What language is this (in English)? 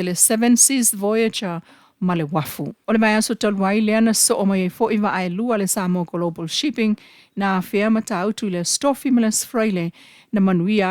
Samoan